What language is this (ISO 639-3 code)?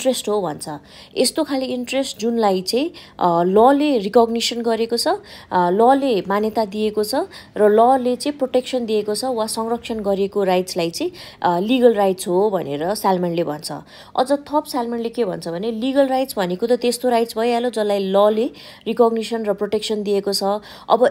nep